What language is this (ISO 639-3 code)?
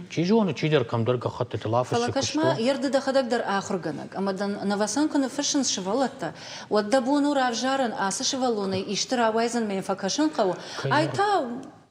oss